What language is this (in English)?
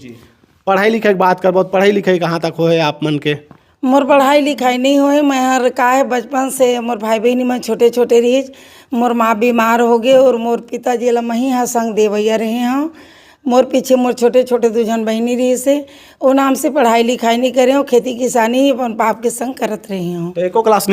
Chhattisgarhi